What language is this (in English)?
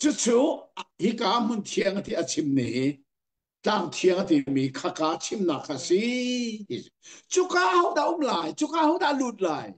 Hakha Chin